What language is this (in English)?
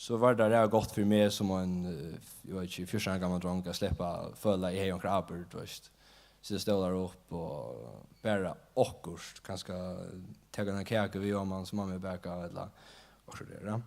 Faroese